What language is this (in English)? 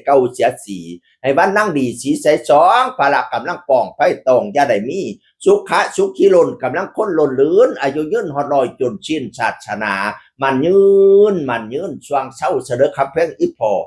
Northeastern Thai